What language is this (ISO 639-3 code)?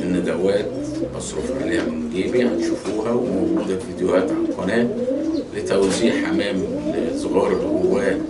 arz